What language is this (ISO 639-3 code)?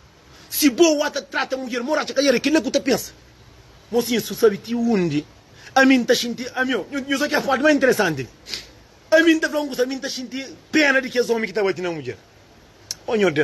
kea